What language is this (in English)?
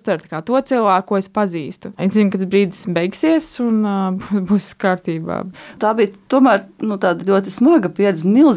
Latvian